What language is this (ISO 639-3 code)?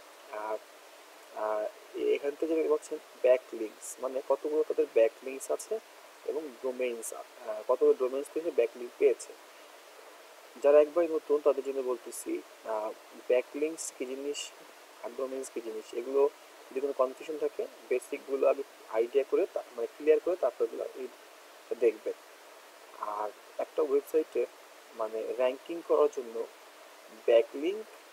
ben